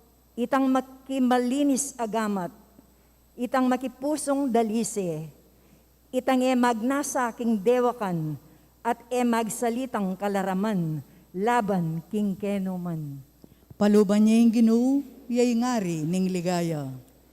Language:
Pampanga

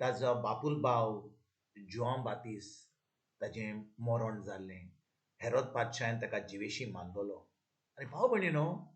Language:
Konkani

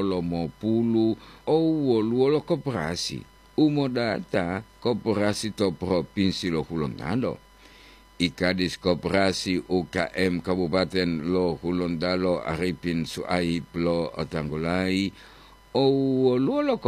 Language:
Gorontalo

